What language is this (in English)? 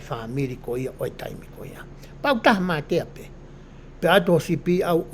Tongan